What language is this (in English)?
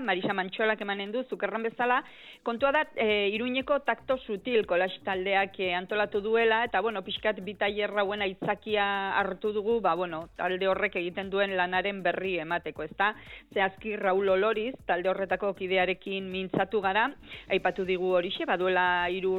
Basque